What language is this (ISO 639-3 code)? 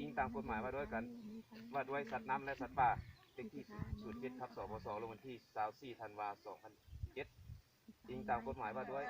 lao